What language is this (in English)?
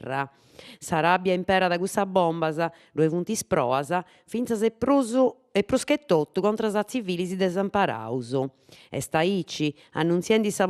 Sardinian